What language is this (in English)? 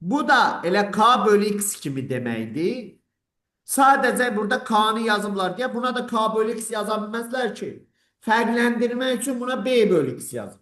Azerbaijani